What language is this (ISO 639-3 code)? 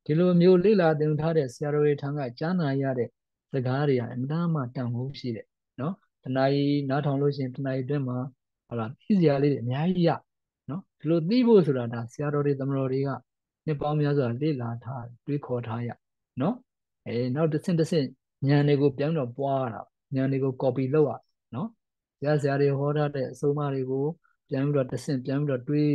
mya